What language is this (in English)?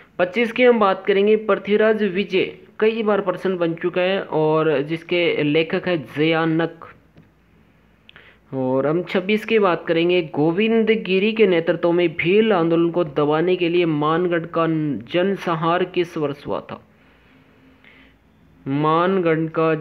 Hindi